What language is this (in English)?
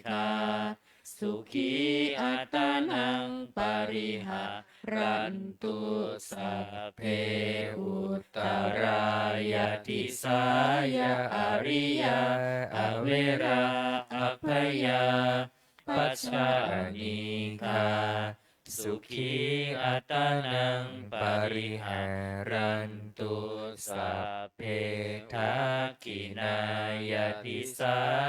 Pali